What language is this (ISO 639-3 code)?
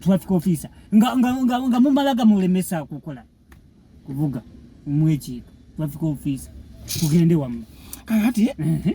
lug